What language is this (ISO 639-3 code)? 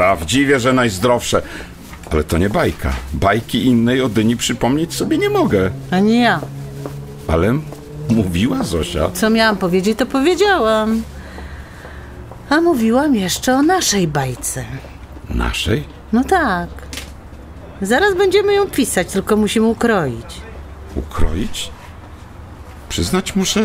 pol